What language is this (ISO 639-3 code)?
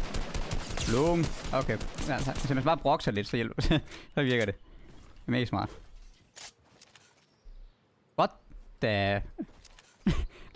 dan